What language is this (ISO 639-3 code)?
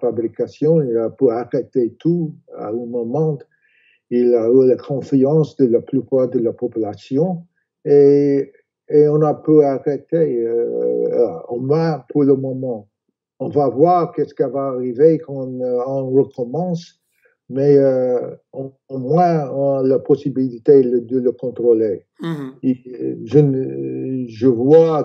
fra